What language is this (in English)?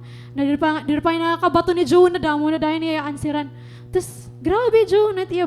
Waray